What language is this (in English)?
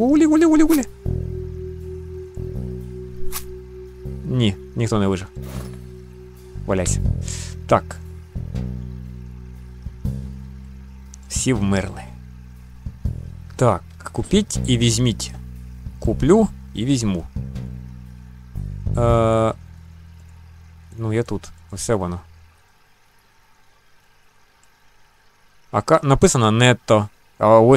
Ukrainian